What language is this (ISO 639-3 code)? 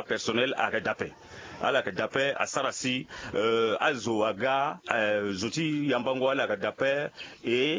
sag